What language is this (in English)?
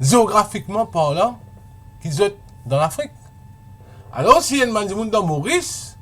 Morisyen